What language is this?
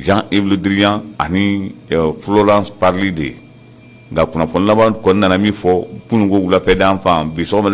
Bambara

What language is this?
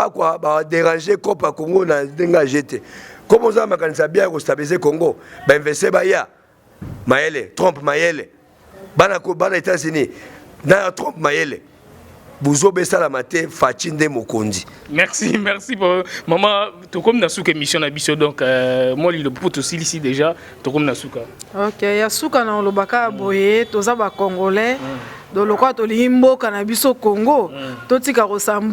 Lingala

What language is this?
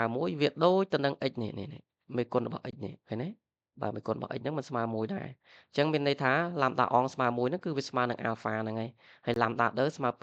Khmer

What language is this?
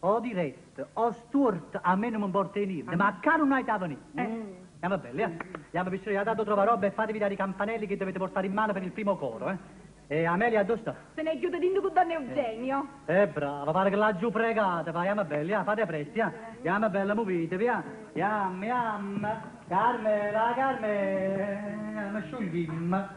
Neapolitan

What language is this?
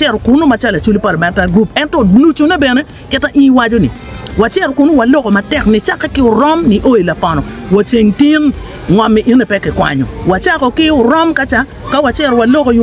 Acoli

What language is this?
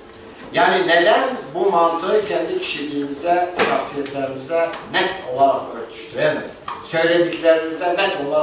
Turkish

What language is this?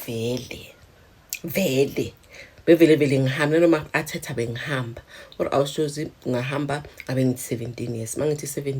Zulu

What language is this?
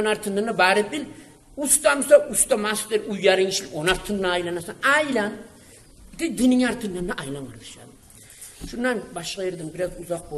Kumyk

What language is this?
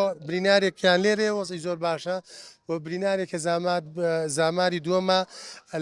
Central Kurdish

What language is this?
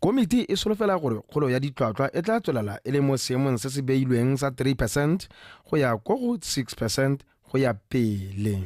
Tswana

